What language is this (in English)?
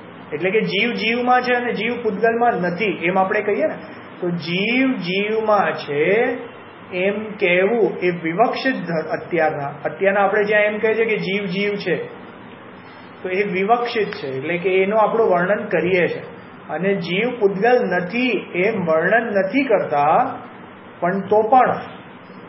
Gujarati